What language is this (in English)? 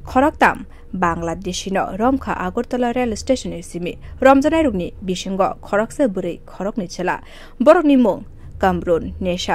Kok Borok